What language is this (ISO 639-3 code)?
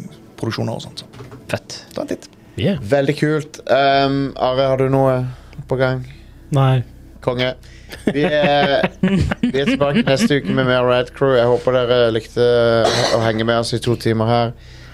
nor